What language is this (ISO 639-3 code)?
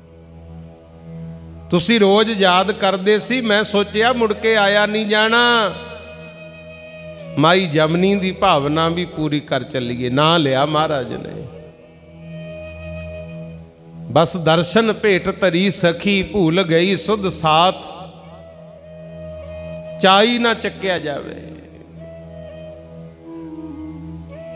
pan